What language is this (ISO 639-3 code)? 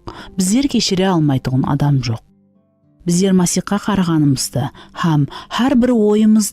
kaa